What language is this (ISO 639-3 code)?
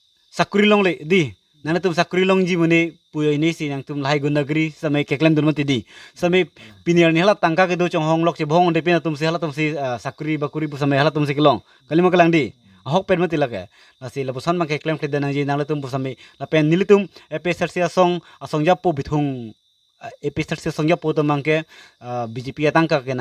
mjw